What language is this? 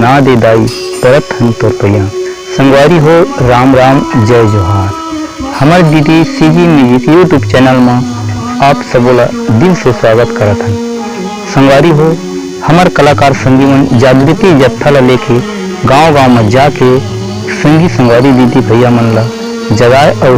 Chhattisgarhi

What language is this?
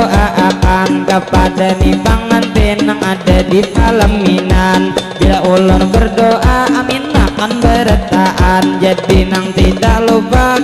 Banjar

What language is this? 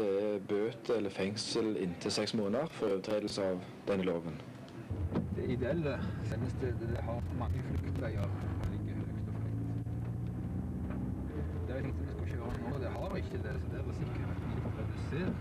Norwegian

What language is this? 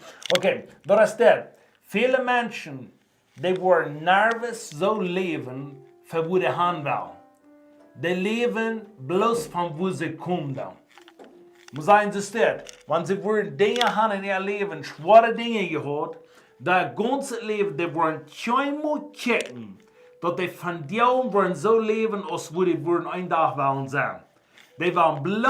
Plautdietsch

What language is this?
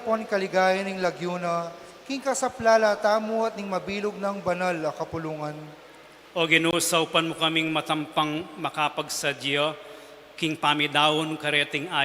Pampanga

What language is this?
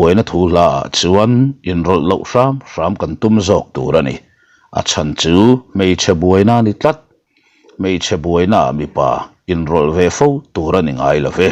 Mizo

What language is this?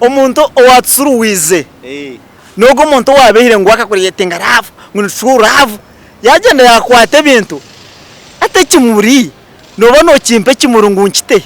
Nyankole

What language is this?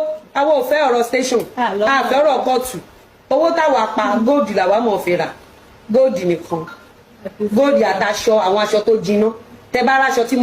Yoruba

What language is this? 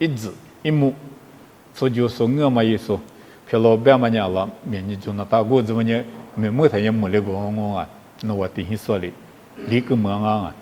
Lisu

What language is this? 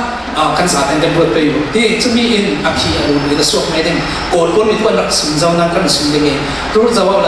Falam Chin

